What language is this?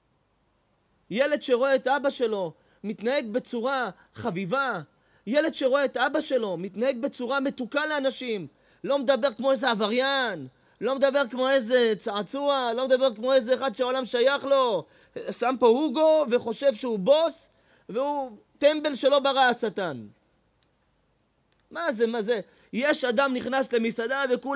Hebrew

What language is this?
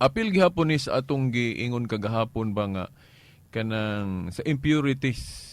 Cebuano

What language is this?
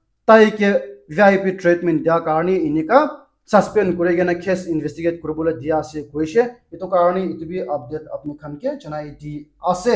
Naga Pidgin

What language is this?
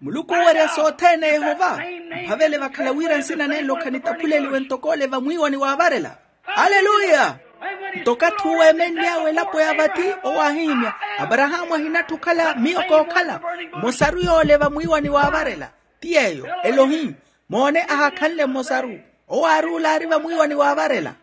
Makhuwa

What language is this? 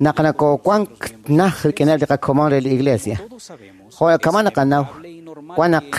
Kekchí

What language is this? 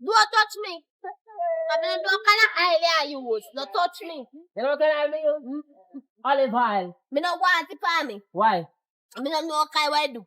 Jamaican Creole English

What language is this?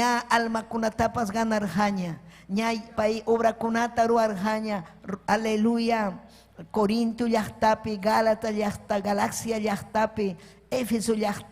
Ayacucho Quechua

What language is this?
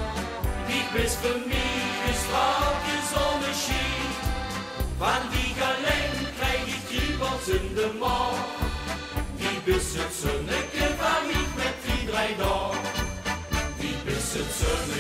Limburgish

